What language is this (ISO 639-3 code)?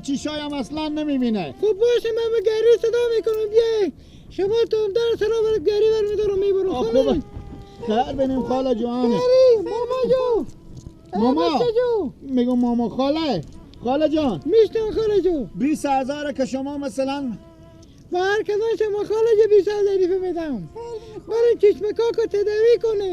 fas